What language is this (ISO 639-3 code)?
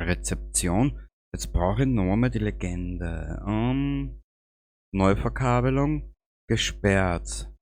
bar